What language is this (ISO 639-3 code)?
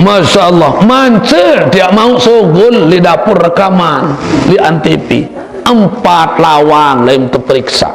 sas